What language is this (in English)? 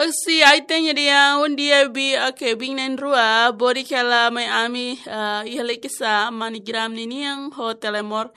Tetum